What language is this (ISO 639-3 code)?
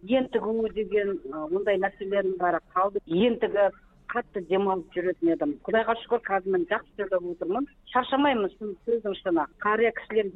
kaz